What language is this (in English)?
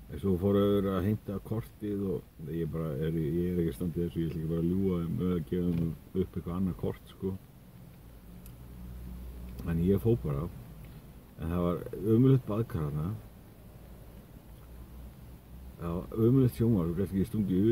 Icelandic